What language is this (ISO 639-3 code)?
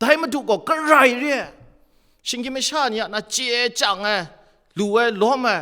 kac